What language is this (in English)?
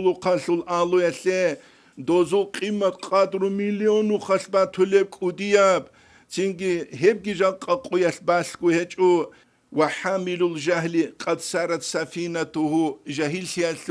Avaric